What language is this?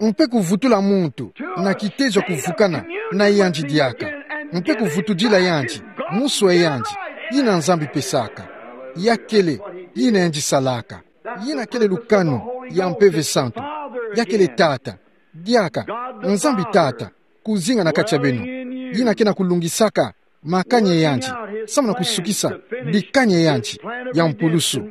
Kituba (Democratic Republic of Congo)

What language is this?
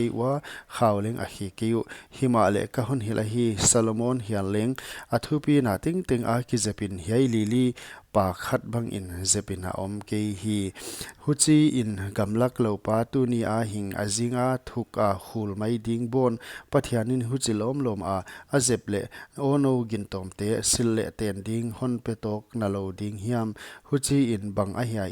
Paite Chin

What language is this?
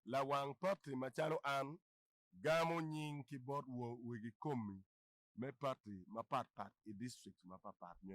Acoli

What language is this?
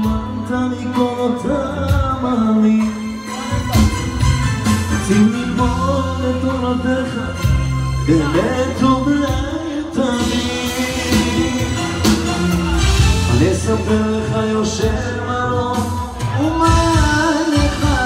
Hebrew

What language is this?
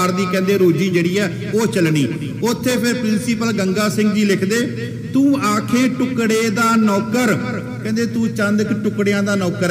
Punjabi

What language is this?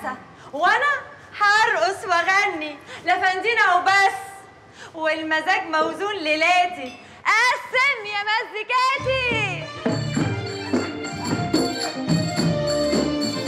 Egyptian Arabic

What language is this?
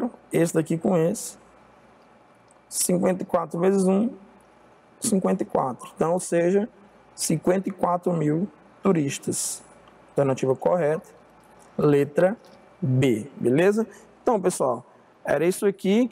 Portuguese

